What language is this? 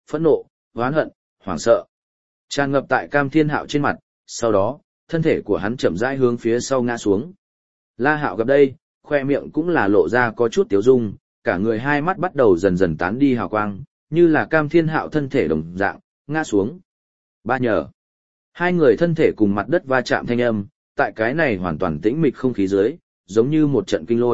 Vietnamese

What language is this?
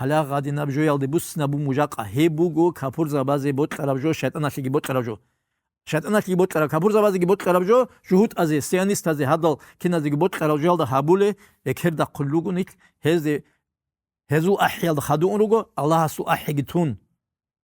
Avaric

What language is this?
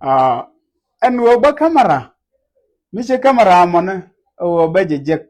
Nuer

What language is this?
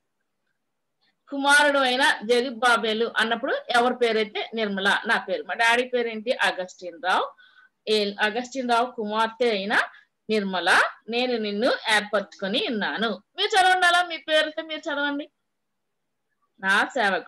Telugu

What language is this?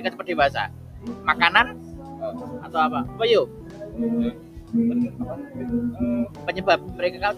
Indonesian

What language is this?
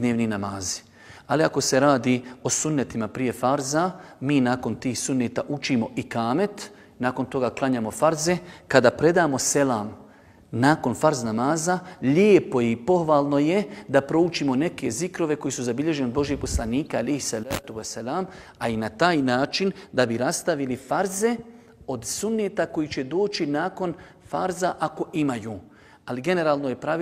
Bosnian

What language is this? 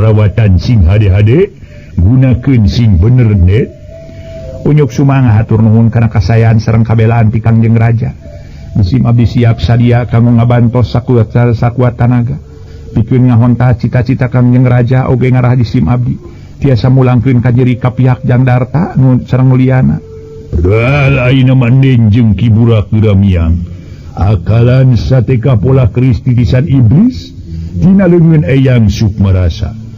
Sundanese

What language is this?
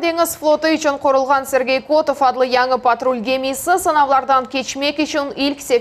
Crimean Tatar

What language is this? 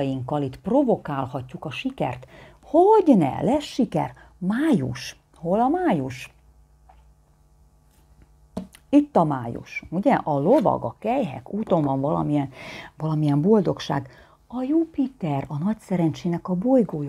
Hungarian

